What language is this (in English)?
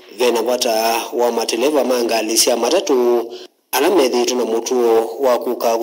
Kamba